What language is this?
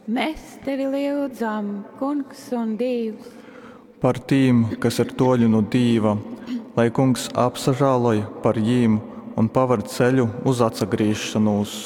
Latgalian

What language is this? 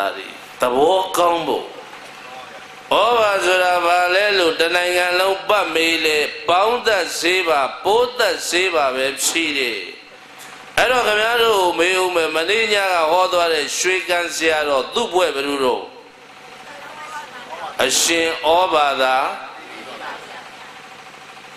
Burmese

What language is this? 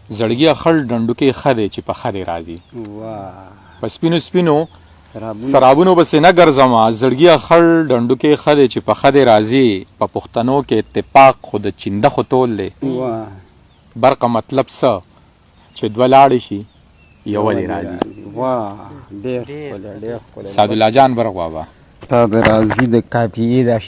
Pashto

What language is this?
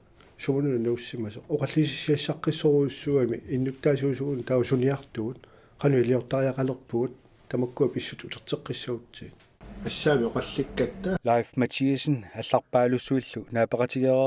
Kalaallisut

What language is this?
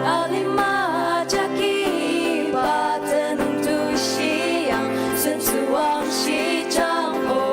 Ao Naga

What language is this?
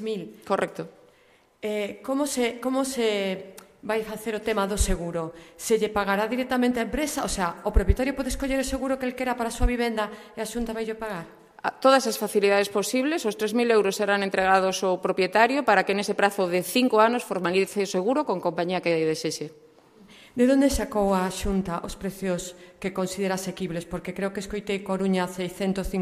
Galician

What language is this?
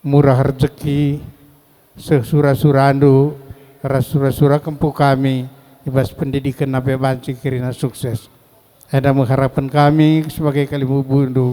Batak Karo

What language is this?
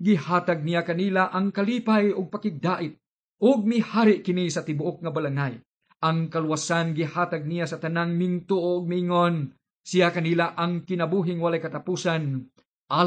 Cebuano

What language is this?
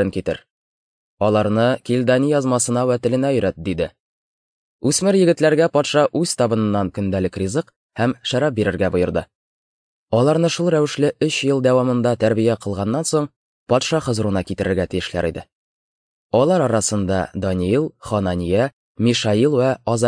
Tatar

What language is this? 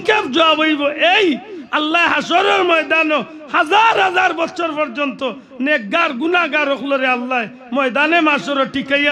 Sylheti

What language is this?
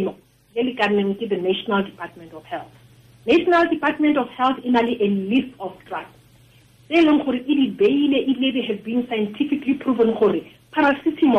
Tswana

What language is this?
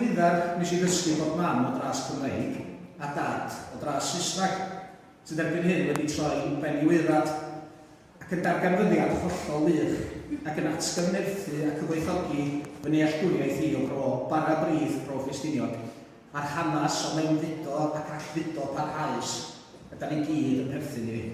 Welsh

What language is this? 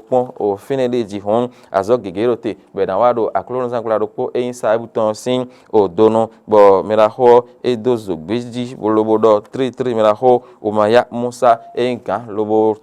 Fon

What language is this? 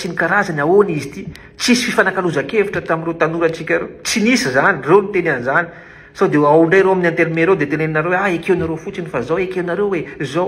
Malagasy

